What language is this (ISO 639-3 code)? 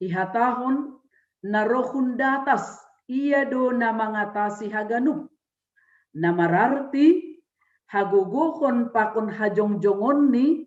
bts